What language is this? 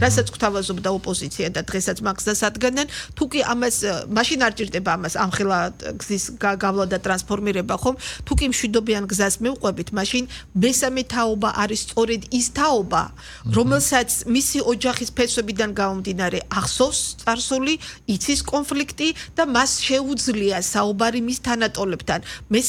Georgian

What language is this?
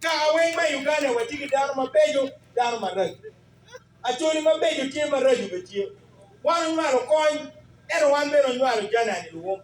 Acoli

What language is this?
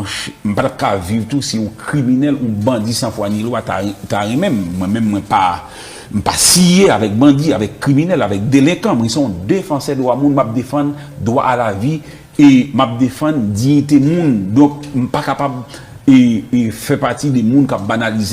Haitian Creole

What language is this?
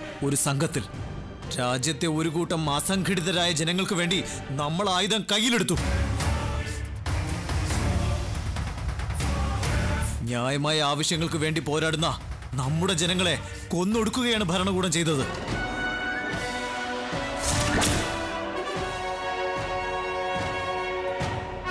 Malayalam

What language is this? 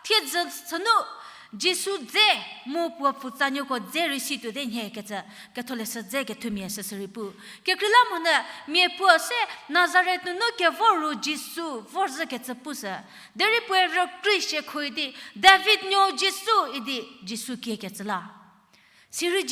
Angami Naga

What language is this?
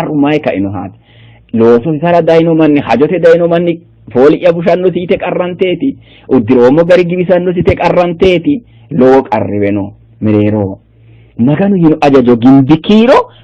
Sidamo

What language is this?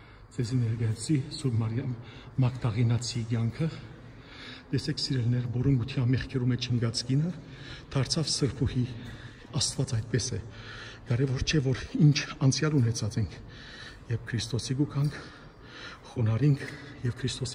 Western Armenian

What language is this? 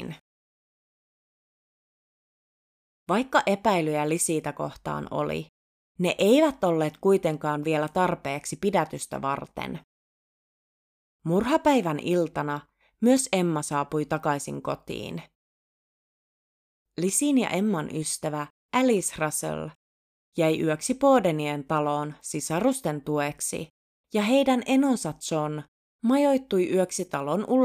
Finnish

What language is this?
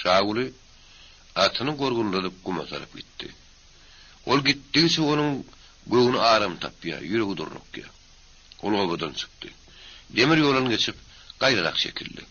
Turkmen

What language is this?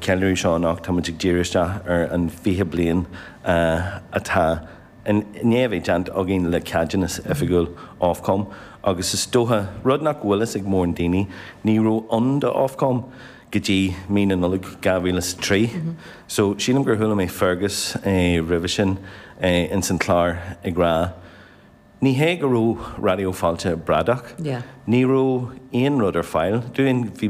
Irish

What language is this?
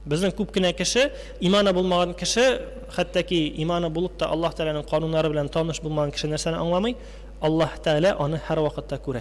Tatar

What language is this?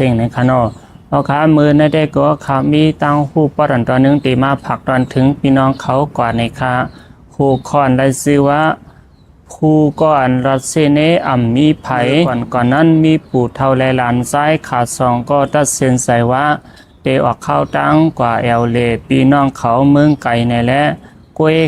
Shan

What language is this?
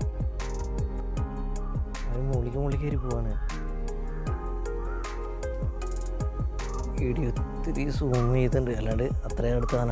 Malayalam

